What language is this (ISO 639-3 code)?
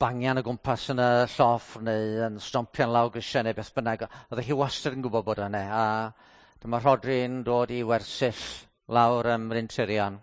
cym